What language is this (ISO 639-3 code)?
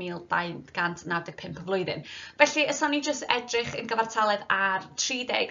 cym